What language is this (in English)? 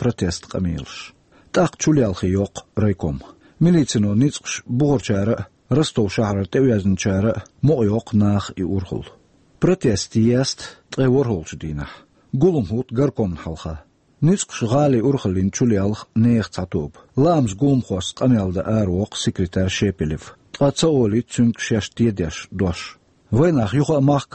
Chechen